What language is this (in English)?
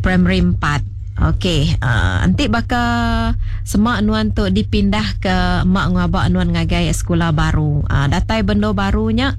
Iban